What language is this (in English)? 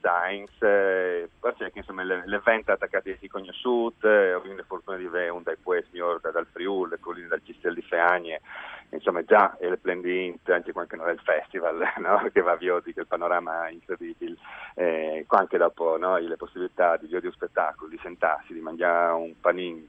Friulian